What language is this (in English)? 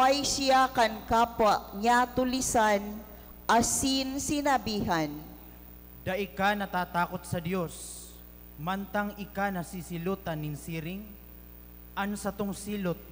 Bikol